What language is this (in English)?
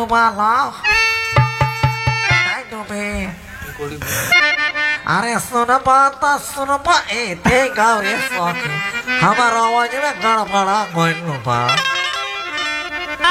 Bhojpuri